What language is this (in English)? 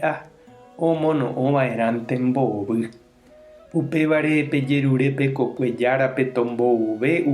Guarani